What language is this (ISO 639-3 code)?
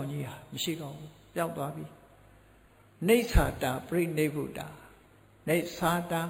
mya